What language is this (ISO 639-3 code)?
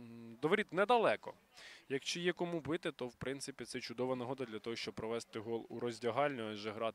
ukr